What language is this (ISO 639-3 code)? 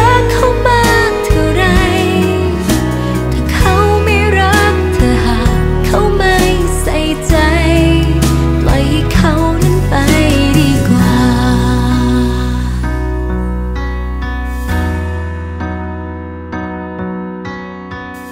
tha